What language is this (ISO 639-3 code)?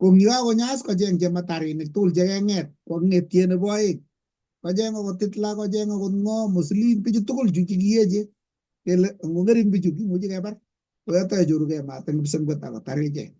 kln